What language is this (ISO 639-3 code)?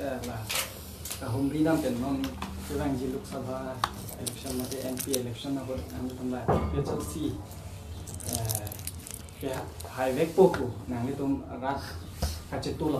mjw